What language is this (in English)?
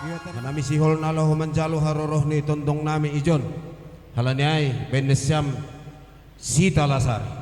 Batak Simalungun